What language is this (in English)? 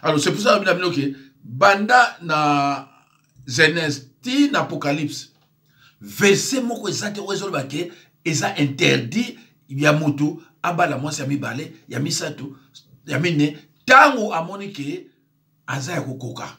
Lingala